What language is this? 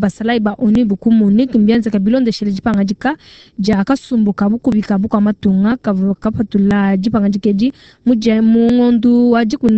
Luba-Lulua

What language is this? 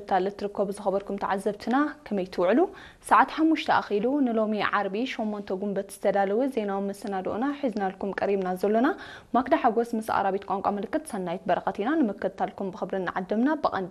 Tigrinya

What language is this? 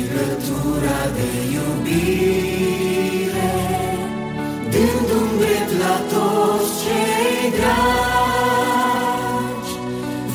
Romanian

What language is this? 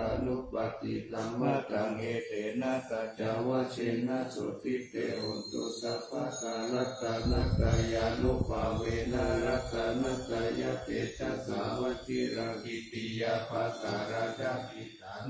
Pali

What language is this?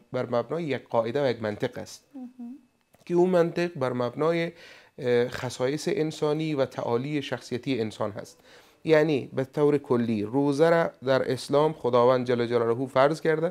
Persian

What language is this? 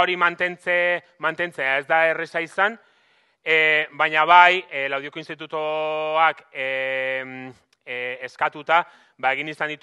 Basque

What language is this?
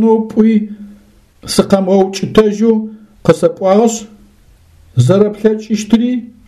Adyghe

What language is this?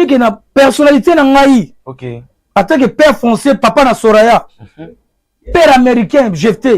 Lingala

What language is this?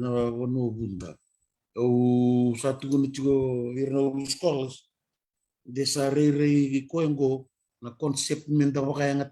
Fijian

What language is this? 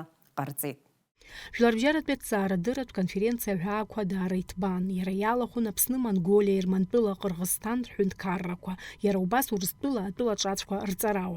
Abkhazian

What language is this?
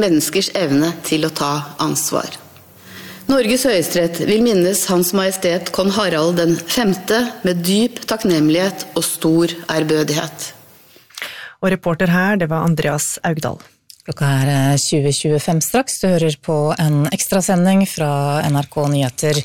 Norwegian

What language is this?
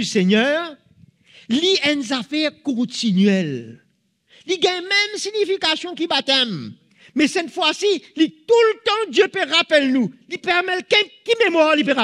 Morisyen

